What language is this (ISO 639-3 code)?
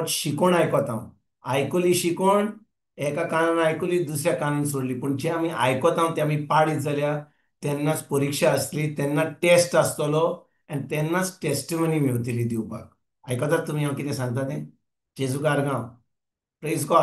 kok